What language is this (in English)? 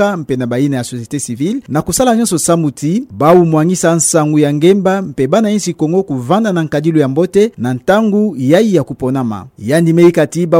Kituba (Democratic Republic of Congo)